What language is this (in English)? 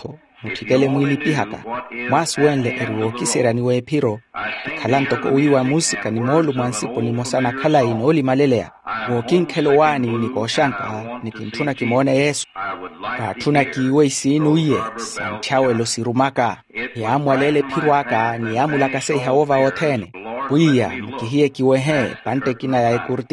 Makhuwa